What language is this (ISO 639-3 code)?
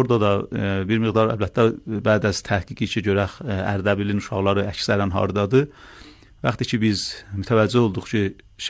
aze